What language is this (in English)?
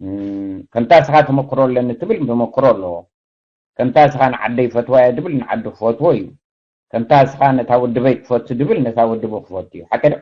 Tigrinya